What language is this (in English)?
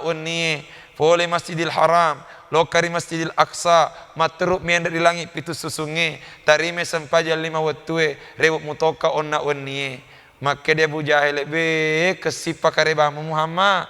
Buginese